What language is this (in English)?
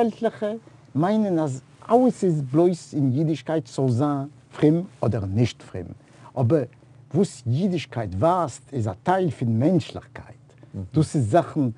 Yiddish